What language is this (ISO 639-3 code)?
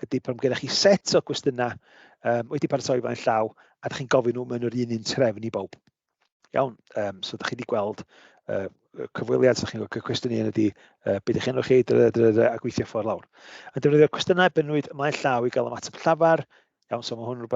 cym